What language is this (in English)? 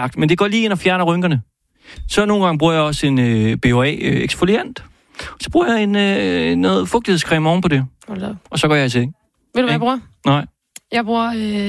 Danish